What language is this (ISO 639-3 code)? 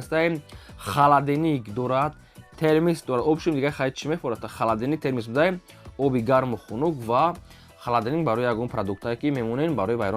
tgk